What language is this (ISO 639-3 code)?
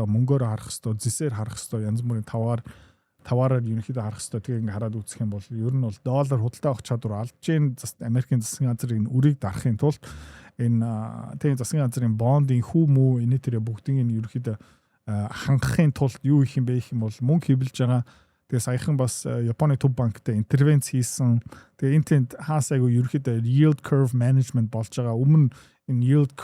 mon